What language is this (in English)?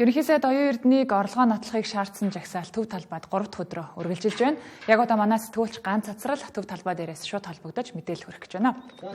Mongolian